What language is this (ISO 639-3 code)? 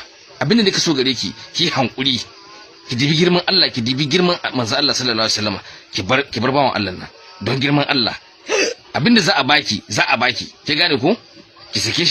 hau